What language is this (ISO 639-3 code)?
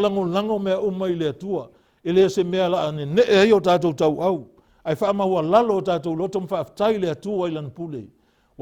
smo